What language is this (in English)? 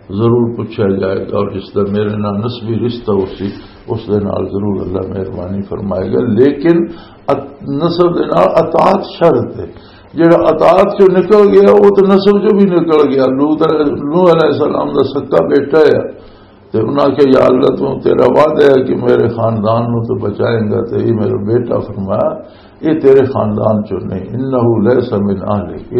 Western Panjabi